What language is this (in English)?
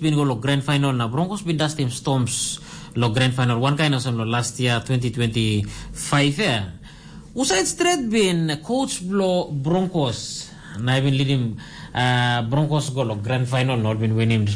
Tok Pisin